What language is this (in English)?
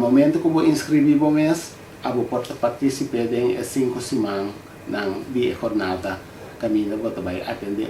Papiamento